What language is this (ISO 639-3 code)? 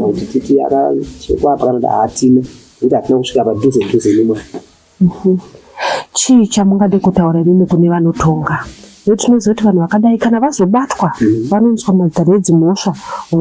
sna